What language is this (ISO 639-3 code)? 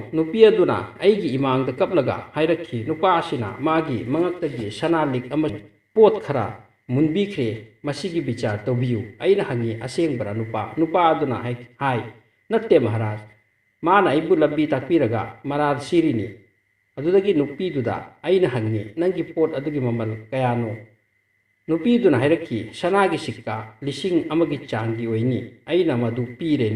mni